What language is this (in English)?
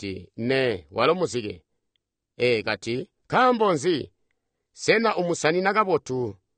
Tonga (Zambia)